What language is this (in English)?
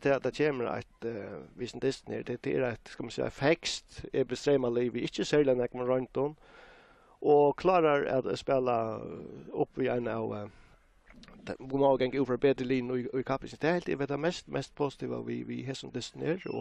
Faroese